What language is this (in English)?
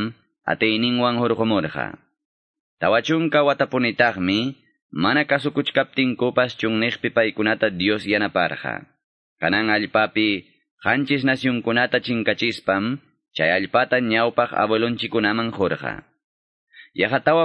Quechua